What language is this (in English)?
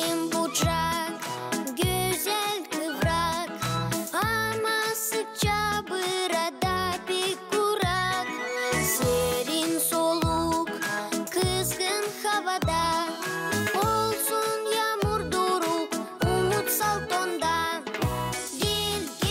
Gagauz